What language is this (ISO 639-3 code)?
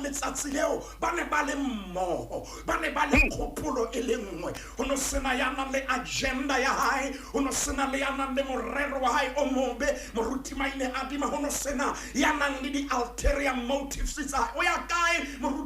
sot